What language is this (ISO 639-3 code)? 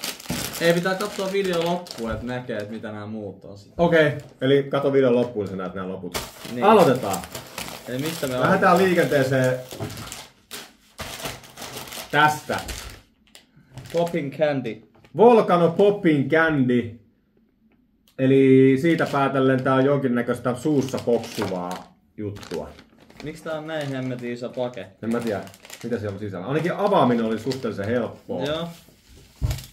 fin